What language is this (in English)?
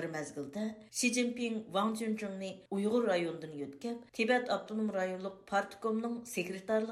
Uyghur